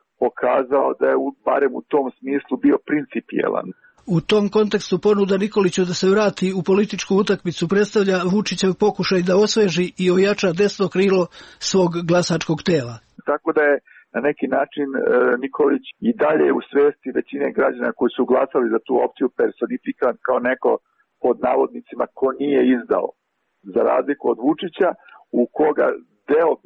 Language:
Serbian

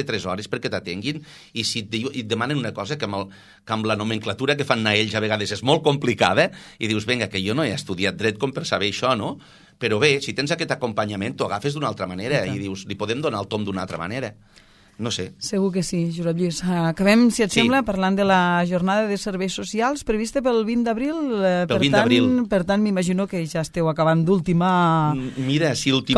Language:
Catalan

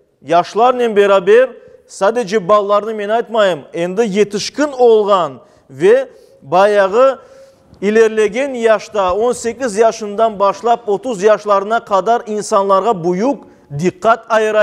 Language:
Crimean Tatar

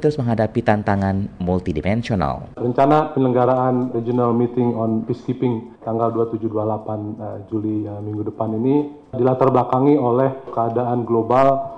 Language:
Indonesian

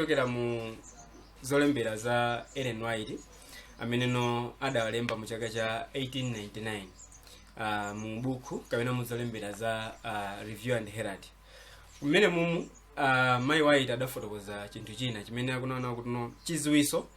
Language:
Nyanja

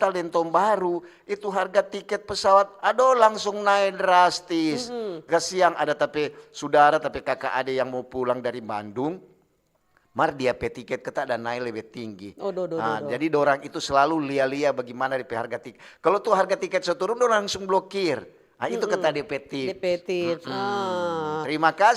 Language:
Manado Malay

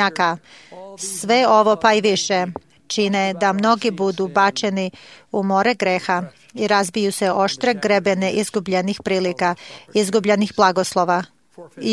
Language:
Serbian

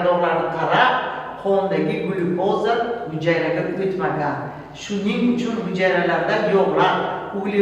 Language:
Uzbek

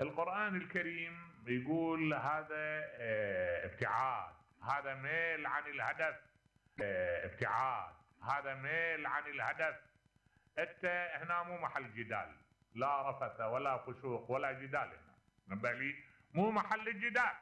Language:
Mesopotamian Arabic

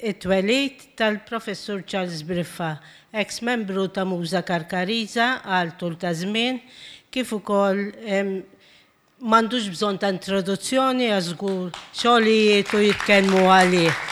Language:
Maltese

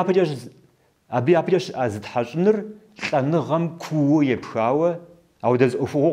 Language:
Kabardian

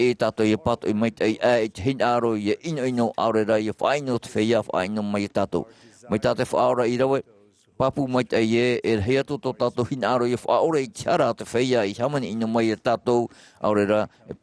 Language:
Tahitian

